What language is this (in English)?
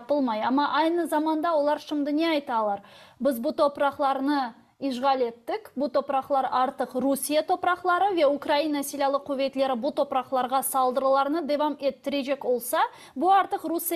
Crimean Tatar